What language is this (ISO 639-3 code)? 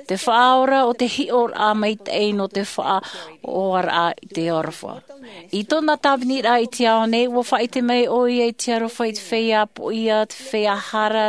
tah